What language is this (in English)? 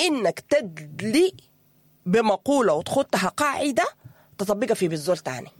Sudanese Arabic